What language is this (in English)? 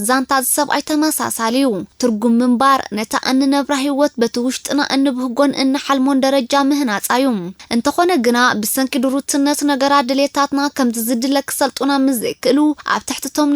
Tigrinya